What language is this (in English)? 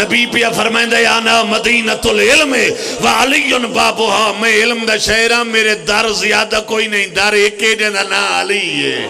Pahari-Potwari